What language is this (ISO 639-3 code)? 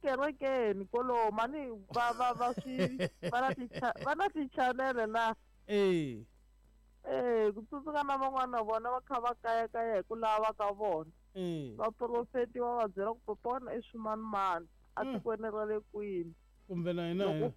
tso